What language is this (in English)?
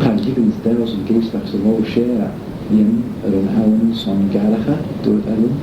Manx